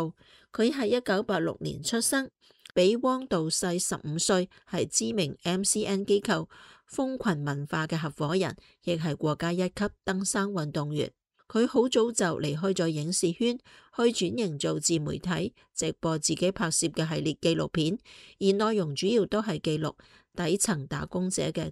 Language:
Cantonese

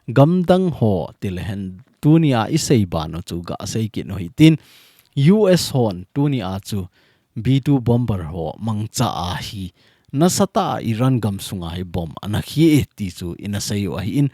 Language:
Thado Chin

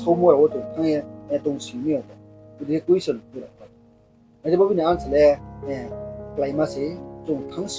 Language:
Riang (India)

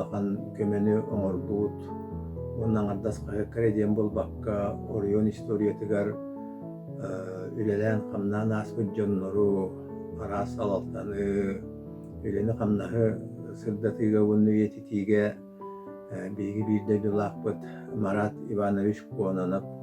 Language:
Yakut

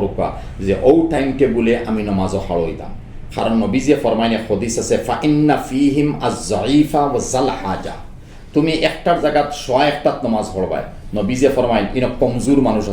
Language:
Sylheti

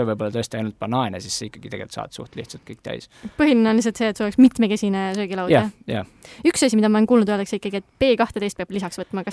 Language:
Estonian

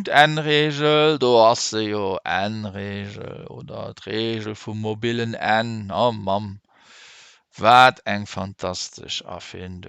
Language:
Luxembourgish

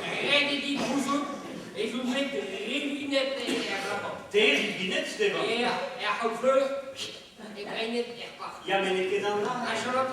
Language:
Breton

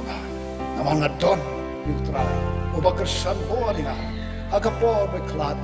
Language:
Khasi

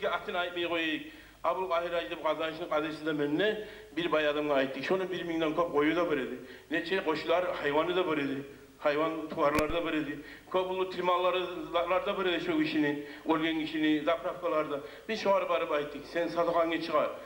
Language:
Kumyk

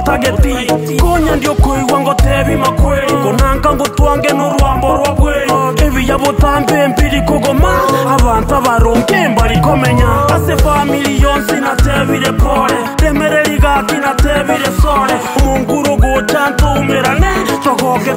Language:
Gusii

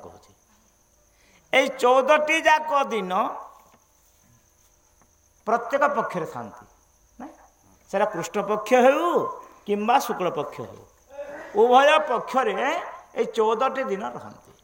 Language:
Odia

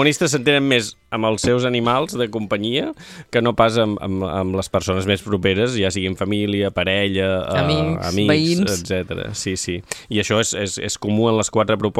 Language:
Catalan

